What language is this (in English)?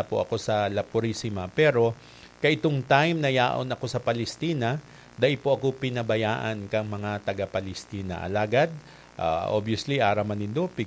Bikol